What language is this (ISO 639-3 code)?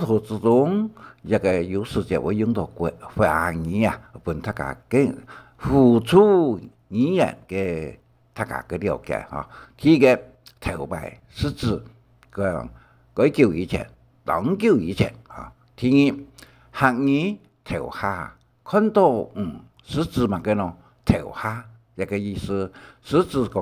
hak